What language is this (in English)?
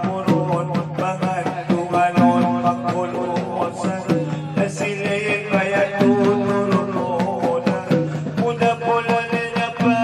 Batak Angkola